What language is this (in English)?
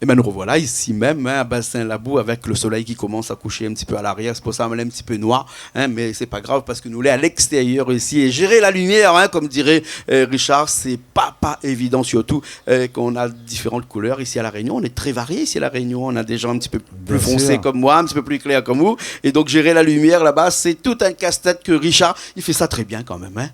Réunion Creole French